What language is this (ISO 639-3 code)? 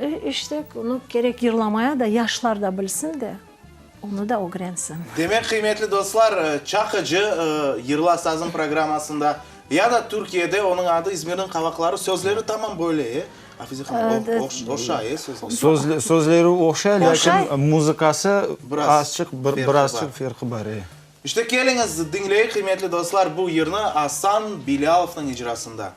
crh